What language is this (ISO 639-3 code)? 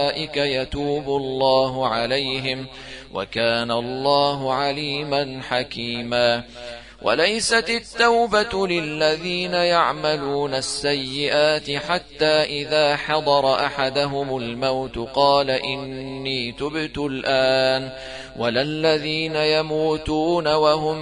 ara